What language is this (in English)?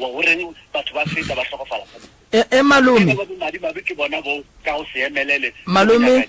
Northern Sotho